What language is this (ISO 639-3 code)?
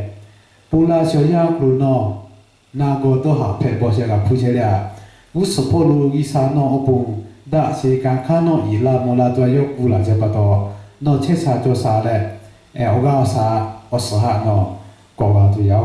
lhu